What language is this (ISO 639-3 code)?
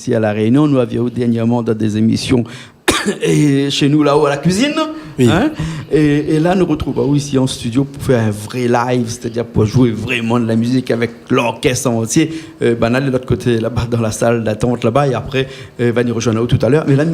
rcf